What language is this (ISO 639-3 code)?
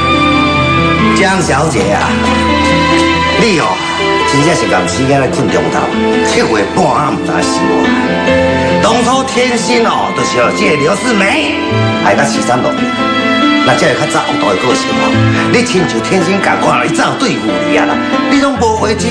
nan